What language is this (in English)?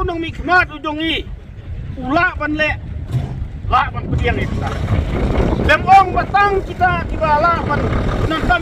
Khasi